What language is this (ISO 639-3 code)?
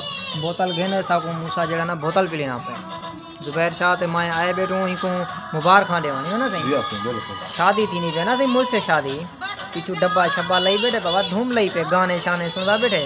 skr